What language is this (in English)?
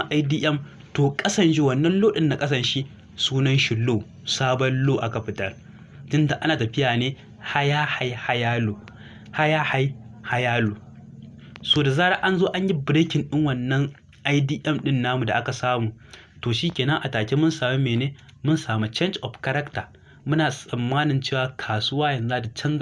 Hausa